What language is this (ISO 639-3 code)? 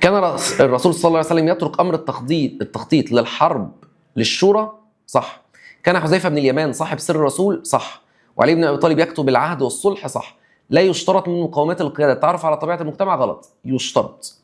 arz